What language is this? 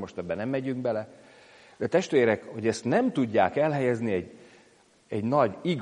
Hungarian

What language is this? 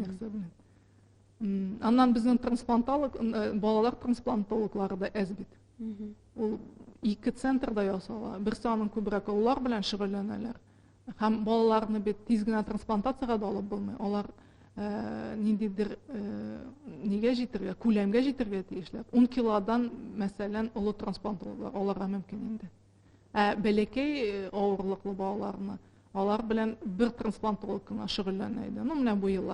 Tatar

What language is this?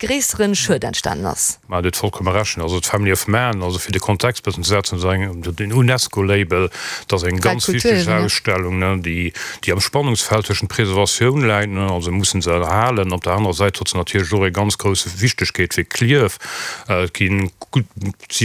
Luxembourgish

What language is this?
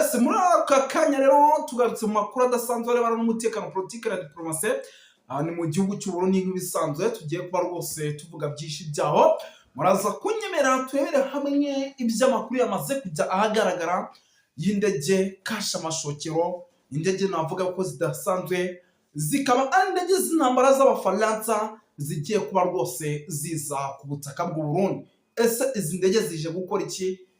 Rundi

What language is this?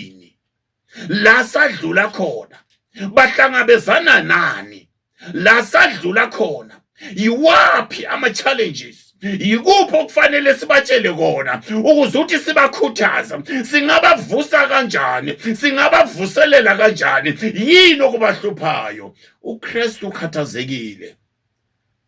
Zulu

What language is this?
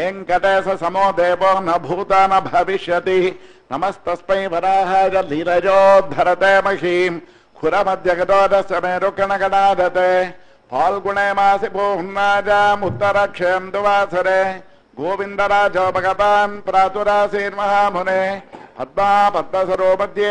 Sanskrit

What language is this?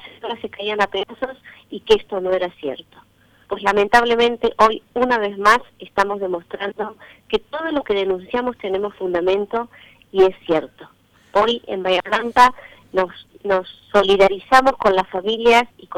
Spanish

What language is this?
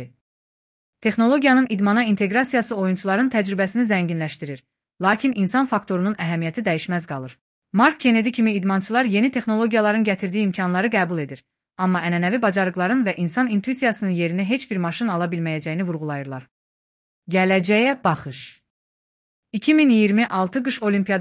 Azerbaijani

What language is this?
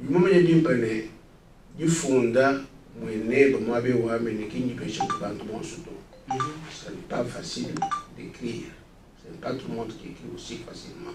Luba-Lulua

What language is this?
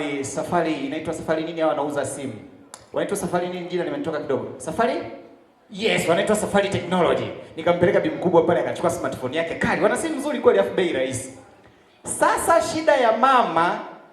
Swahili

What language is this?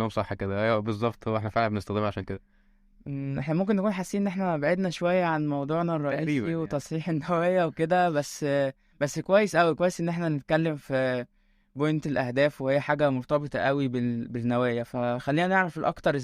Egyptian Arabic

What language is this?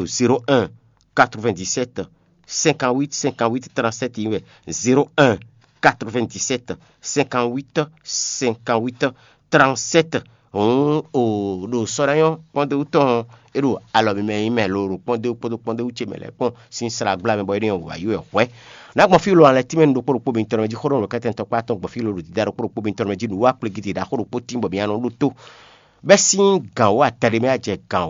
Fon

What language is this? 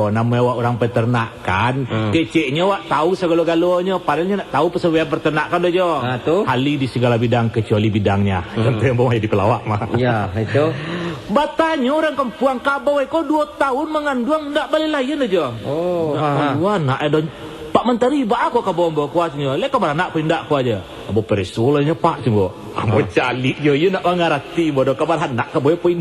Minangkabau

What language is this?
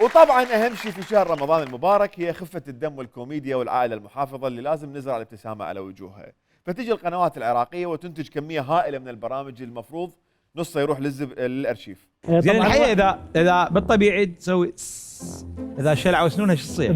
Mesopotamian Arabic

